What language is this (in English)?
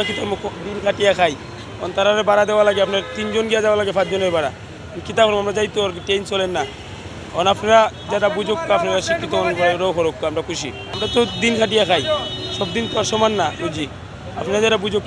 Sylheti